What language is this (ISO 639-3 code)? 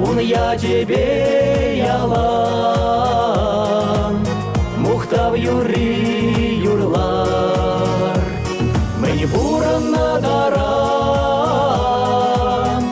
chv